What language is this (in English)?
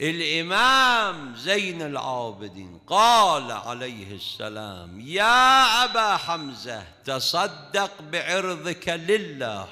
Mesopotamian Arabic